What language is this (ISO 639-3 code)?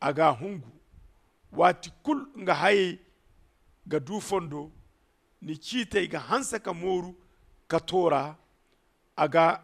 dje